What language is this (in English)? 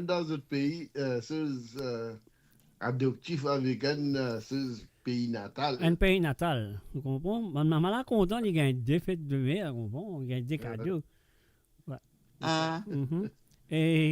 Morisyen